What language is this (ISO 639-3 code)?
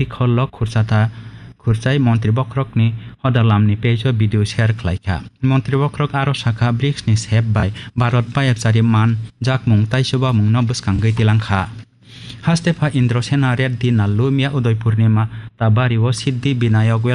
trp